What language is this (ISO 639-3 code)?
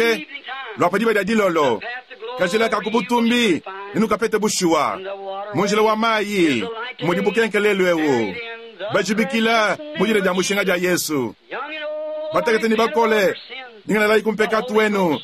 lua